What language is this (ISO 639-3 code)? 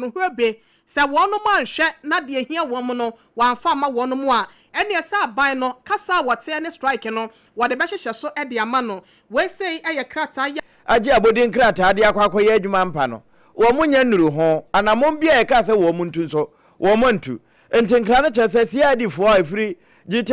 aka